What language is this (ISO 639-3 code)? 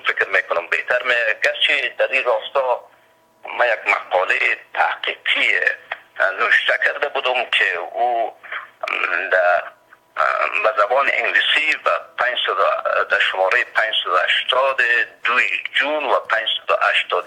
fas